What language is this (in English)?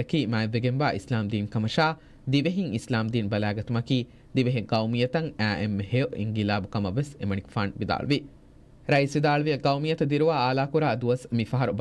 Divehi